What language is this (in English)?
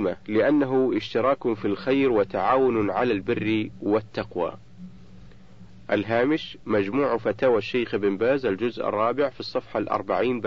Arabic